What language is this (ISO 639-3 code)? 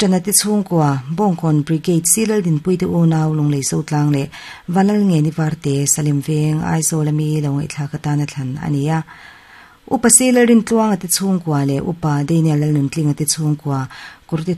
lus